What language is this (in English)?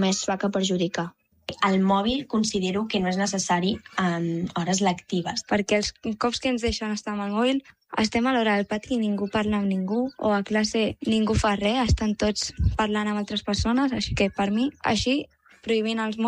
Catalan